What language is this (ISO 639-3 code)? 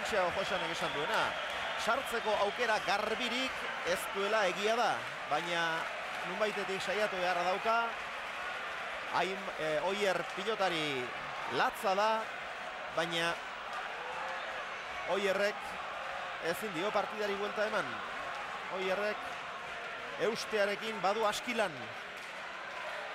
eus